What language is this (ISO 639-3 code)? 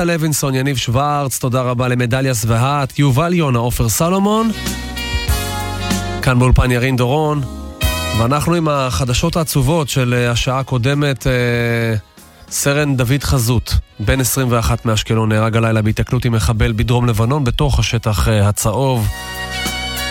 heb